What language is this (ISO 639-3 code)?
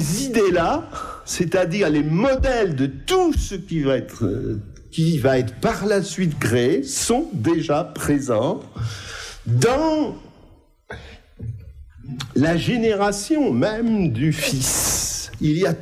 fra